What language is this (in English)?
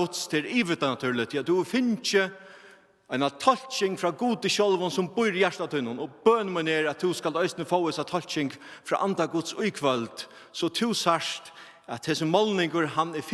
Faroese